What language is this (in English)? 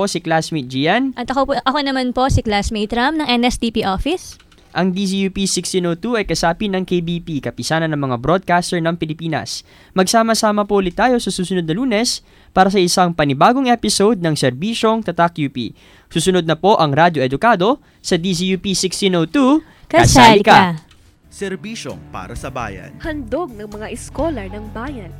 Filipino